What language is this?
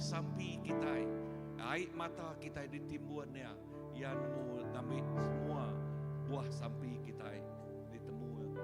Iban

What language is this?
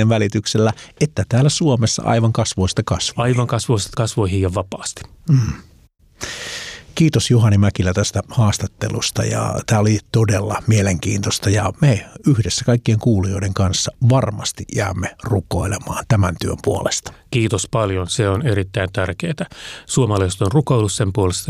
Finnish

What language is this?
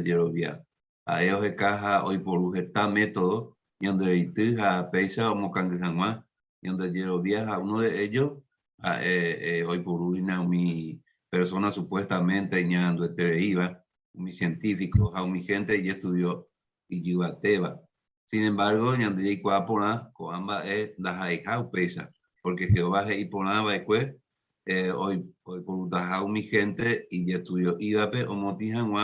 Guarani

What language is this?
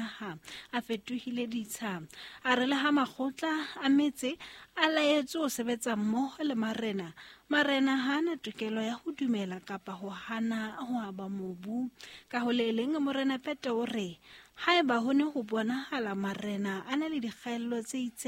Southern Sotho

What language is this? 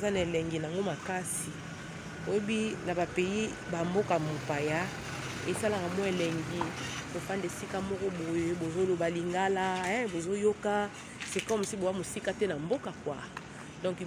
Lingala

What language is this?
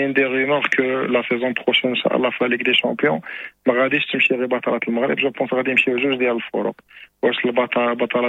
Moroccan Arabic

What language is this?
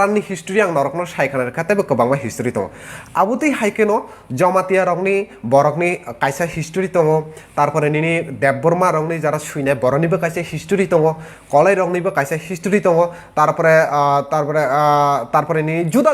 Kok Borok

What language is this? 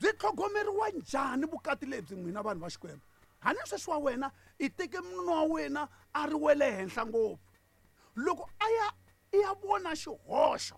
Tsonga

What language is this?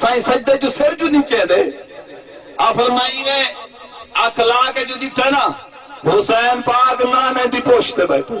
Saraiki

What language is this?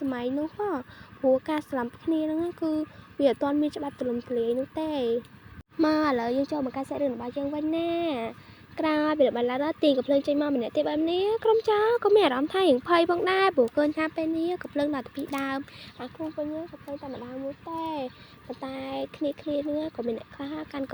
Khmer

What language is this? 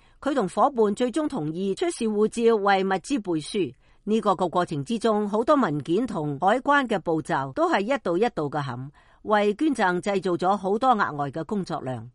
Cantonese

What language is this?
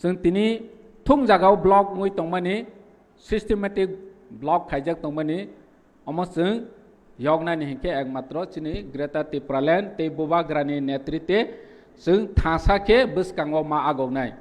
Kok Borok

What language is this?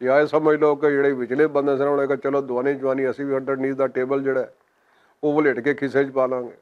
Western Panjabi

